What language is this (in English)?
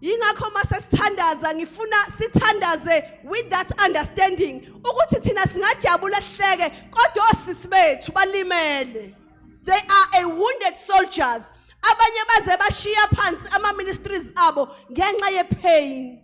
Zulu